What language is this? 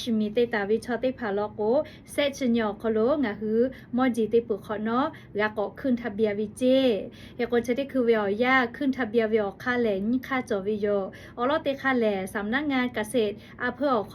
Lahu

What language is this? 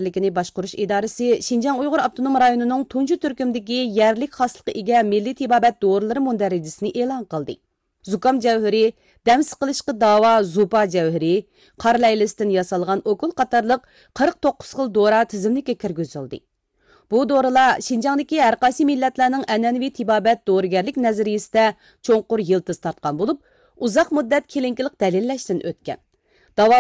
Uyghur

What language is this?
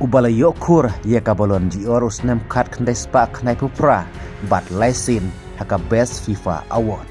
Khasi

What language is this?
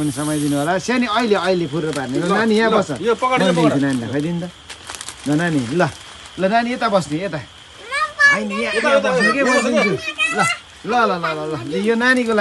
Nepali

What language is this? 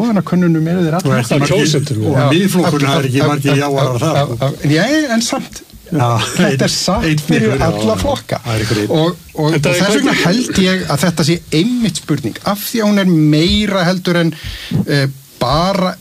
Icelandic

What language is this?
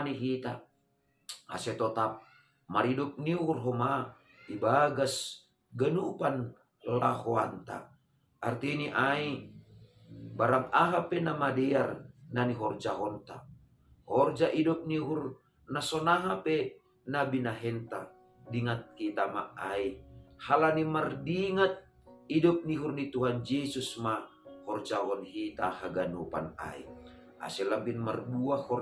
Batak Simalungun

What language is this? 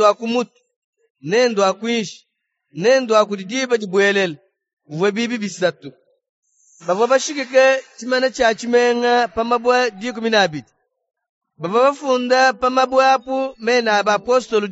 Luba-Lulua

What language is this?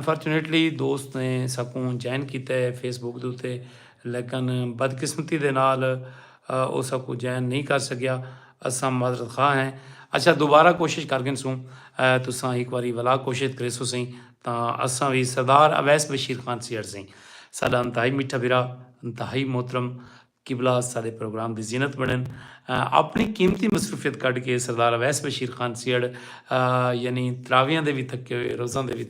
Saraiki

